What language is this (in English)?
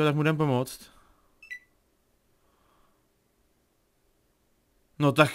Czech